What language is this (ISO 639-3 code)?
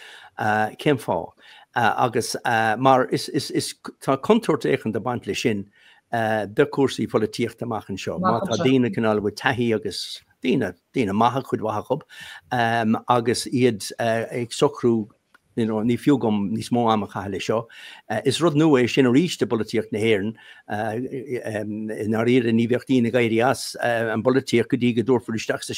gle